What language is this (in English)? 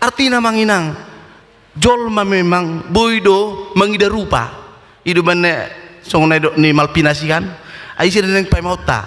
Batak Toba